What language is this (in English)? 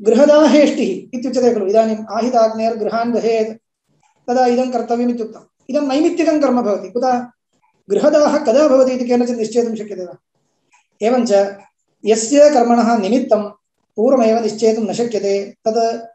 Sanskrit